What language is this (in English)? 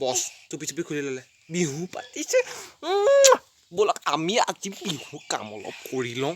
Assamese